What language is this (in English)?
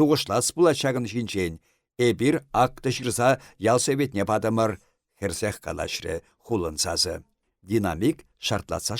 Chuvash